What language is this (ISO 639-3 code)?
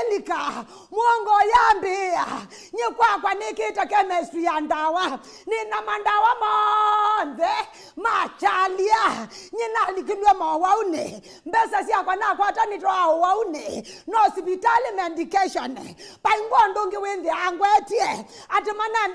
kam